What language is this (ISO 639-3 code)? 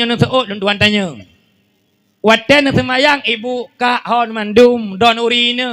ace